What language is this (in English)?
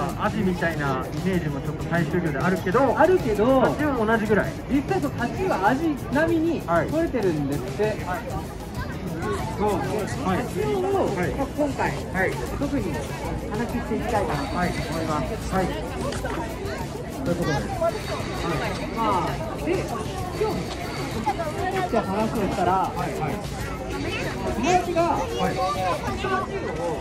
Japanese